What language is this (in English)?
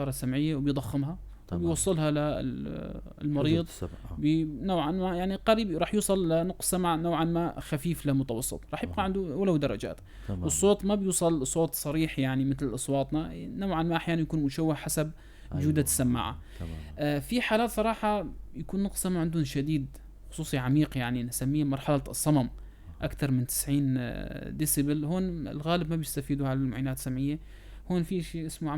North Levantine Arabic